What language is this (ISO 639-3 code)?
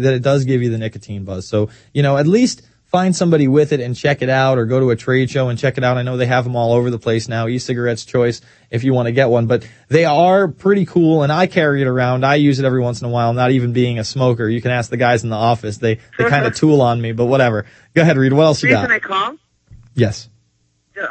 eng